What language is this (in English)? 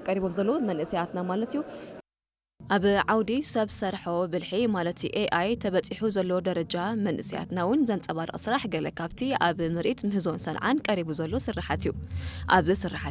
Tigrinya